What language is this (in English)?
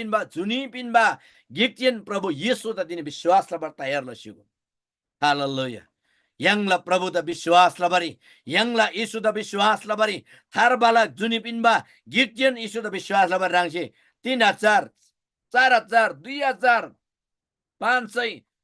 Eastern Tamang